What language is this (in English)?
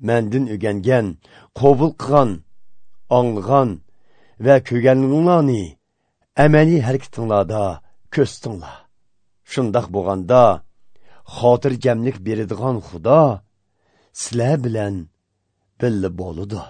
Uyghur